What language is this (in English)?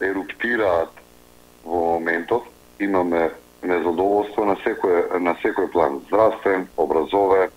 Macedonian